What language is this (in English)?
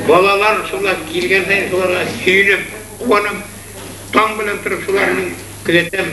Bashkir